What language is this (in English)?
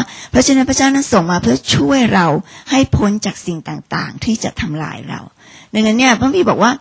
Thai